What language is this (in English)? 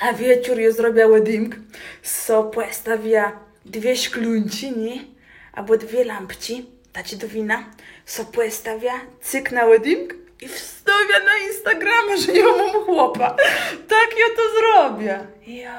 Kashubian